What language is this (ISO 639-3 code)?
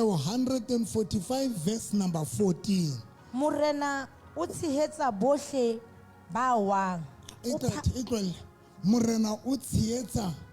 sot